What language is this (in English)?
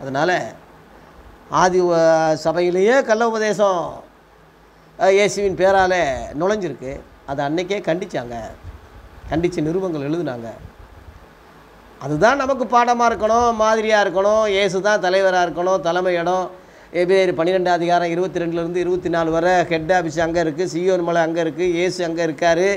Tamil